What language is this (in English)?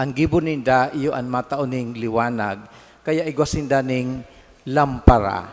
Bikol